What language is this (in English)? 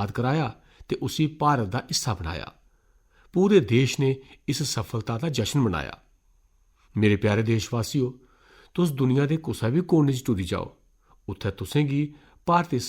Dogri